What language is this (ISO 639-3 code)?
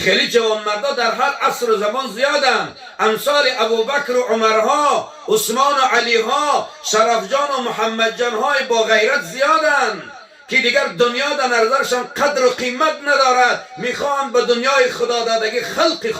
tgk